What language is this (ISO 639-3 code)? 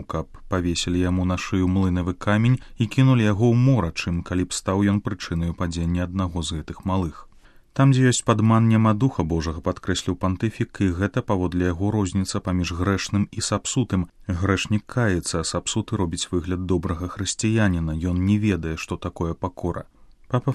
bel